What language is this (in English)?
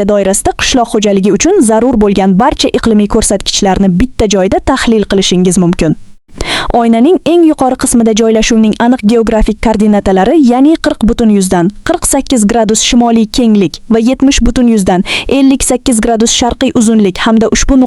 Uzbek